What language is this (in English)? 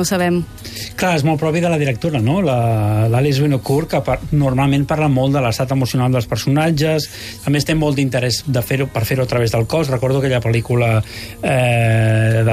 Catalan